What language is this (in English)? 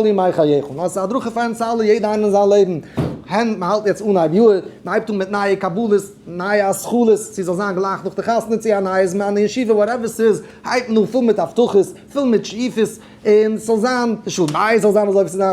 Yiddish